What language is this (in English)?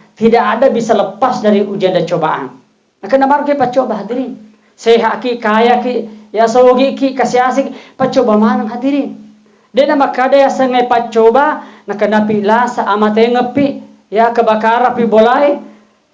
Buginese